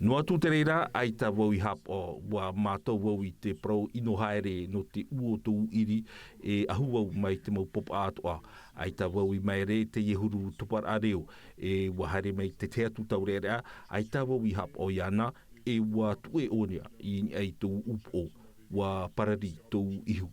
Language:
Tahitian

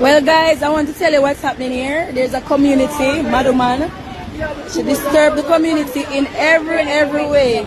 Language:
Jamaican Creole English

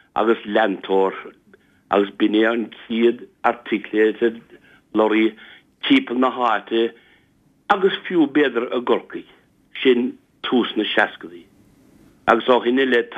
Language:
Irish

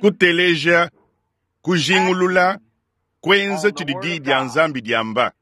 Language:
Luba-Lulua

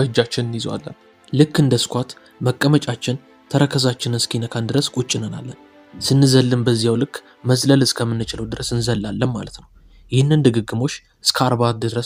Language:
Amharic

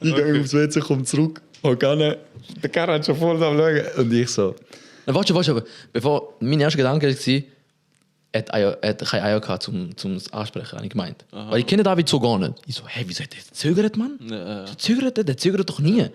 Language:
Swiss German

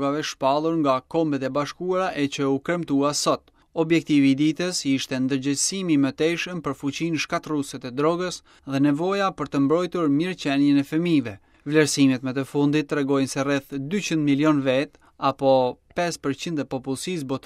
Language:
Albanian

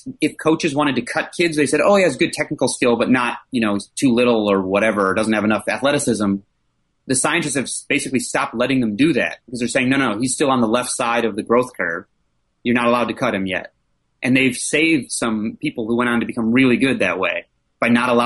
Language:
English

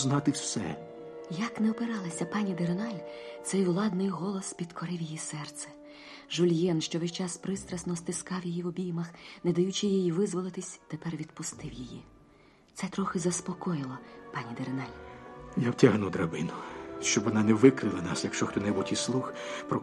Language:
Ukrainian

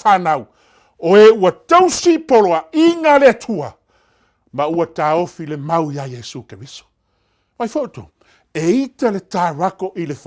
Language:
Samoan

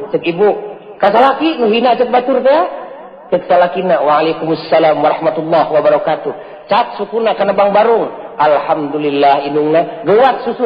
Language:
Sundanese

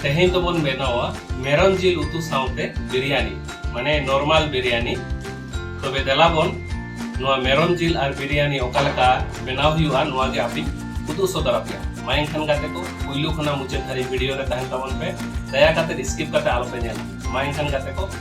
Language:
Santali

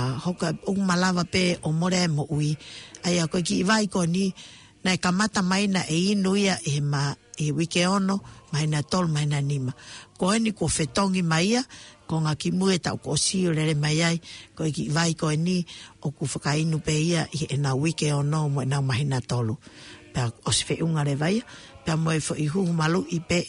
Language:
Tongan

